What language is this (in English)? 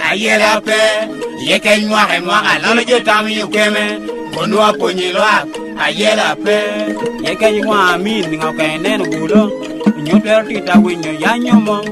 Lango (Uganda)